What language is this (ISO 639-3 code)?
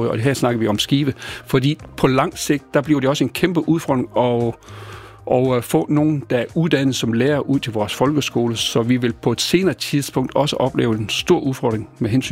dan